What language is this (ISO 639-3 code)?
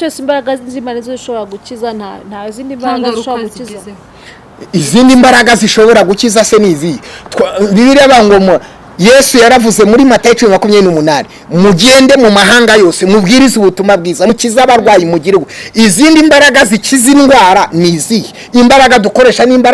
kin